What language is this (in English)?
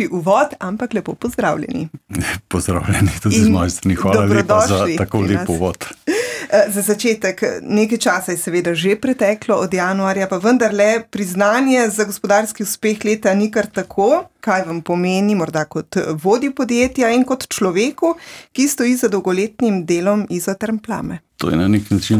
Slovenian